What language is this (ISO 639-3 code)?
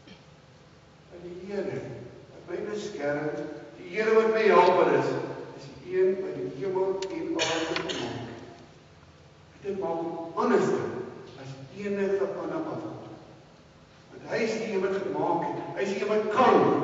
afr